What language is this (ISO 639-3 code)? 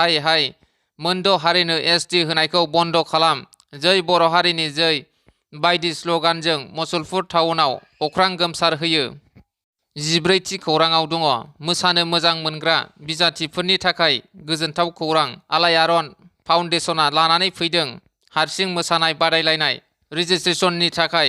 brx